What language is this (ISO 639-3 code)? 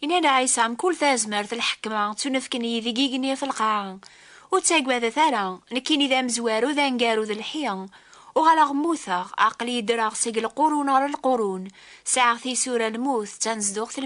kab